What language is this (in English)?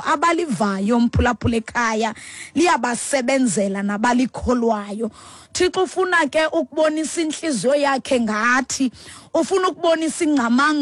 Xhosa